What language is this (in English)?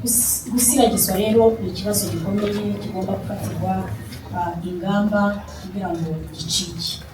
Kinyarwanda